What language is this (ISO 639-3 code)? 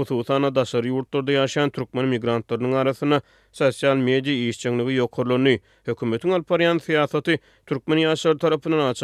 tuk